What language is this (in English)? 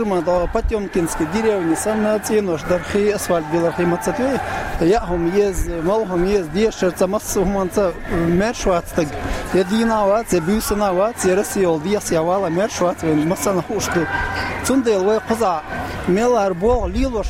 Chechen